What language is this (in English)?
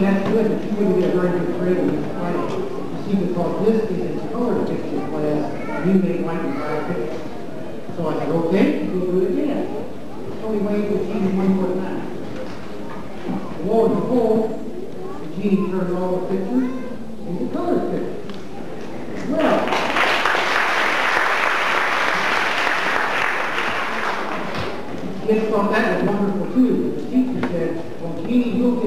English